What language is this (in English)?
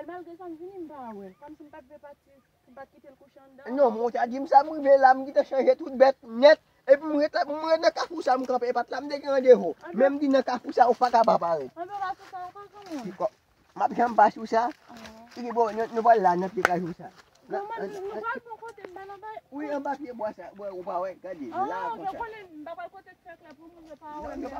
Haitian Creole